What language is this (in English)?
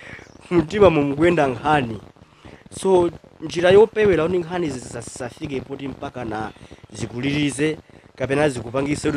Nyanja